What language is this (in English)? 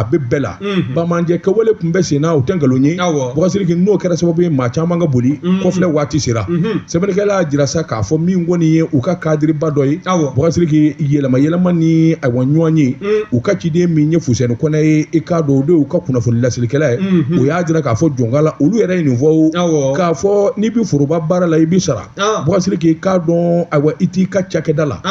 Bambara